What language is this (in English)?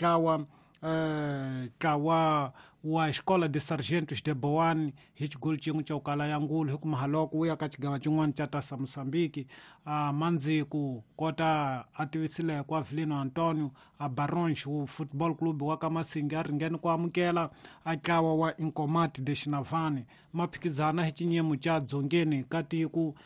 Tsonga